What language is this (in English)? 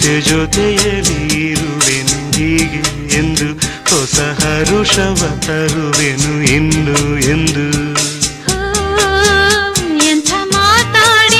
Kannada